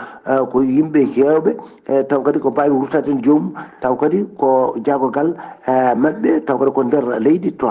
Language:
Fula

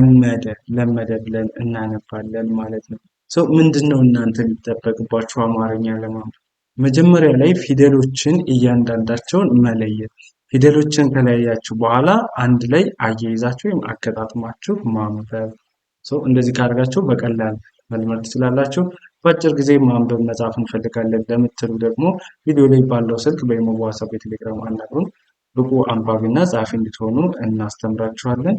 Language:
Amharic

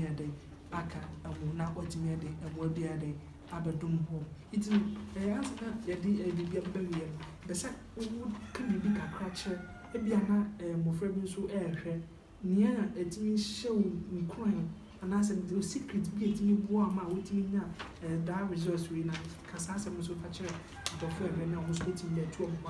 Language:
Akan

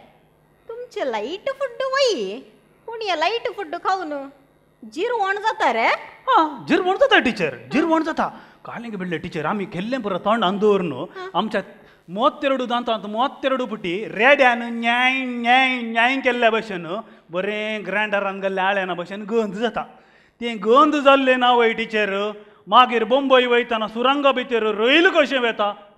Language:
Konkani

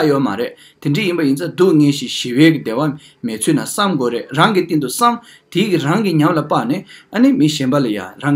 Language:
Tibetan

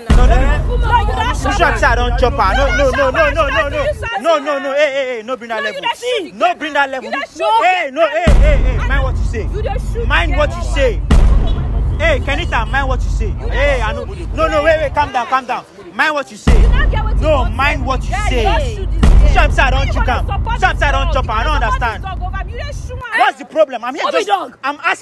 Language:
Nigerian Pidgin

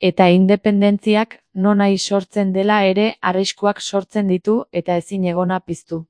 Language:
Basque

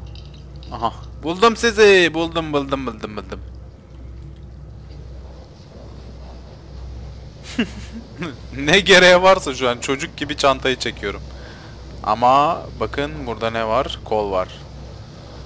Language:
Turkish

